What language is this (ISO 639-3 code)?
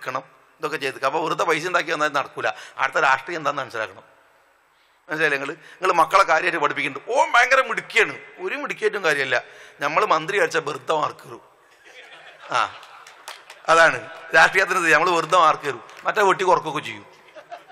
mal